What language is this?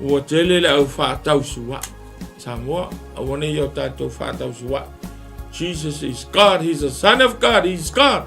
Samoan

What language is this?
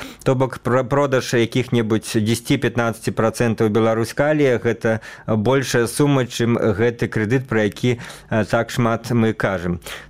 Belarusian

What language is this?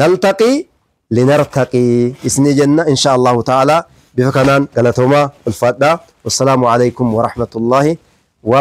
Oromo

